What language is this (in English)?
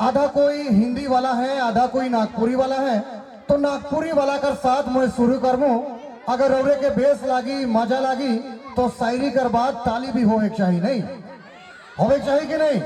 Sadri